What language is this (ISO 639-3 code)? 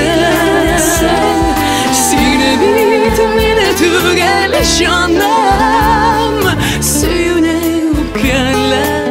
tat